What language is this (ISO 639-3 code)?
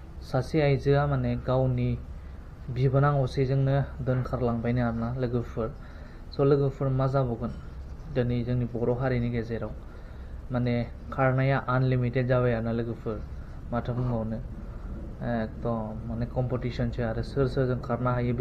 brx